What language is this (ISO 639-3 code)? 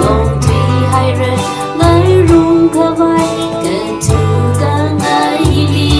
nmf